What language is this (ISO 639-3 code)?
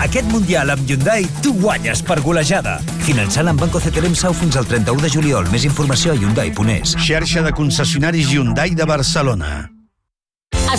cat